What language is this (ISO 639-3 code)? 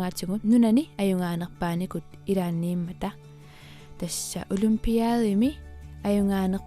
kal